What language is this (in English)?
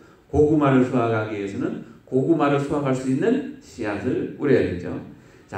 Korean